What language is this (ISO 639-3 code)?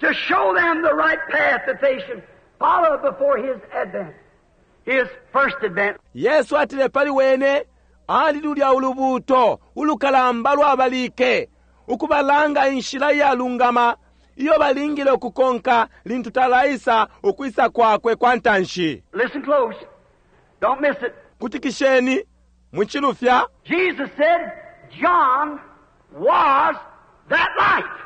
bem